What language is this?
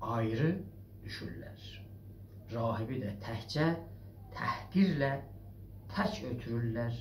South Azerbaijani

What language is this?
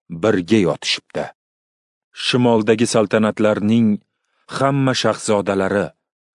Uzbek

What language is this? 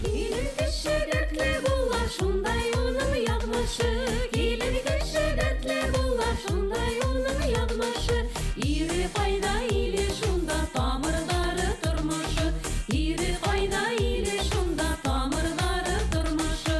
Bashkir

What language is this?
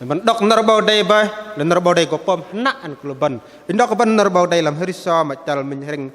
Bahnar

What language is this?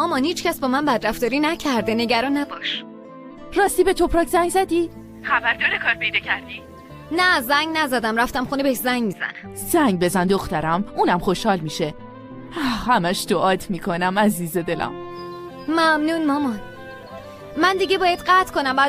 Persian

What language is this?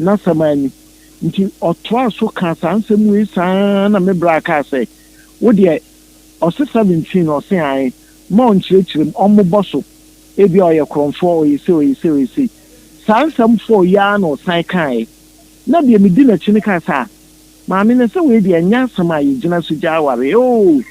Akan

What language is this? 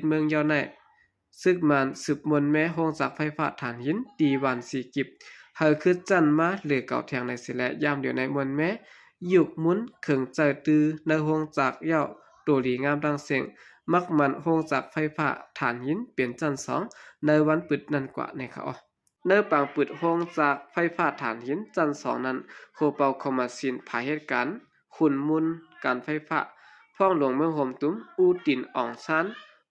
Shan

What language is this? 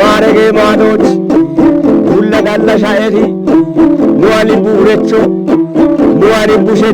Kafa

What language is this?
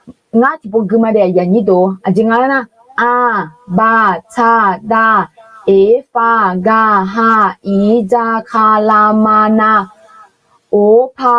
Akha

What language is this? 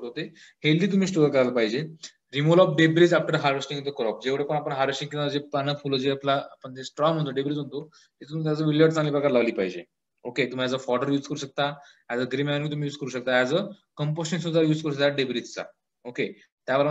Marathi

